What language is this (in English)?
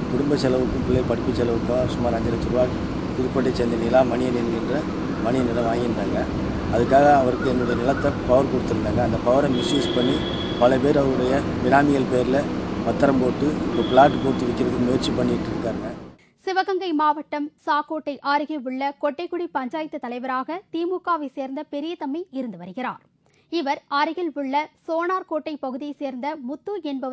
Tamil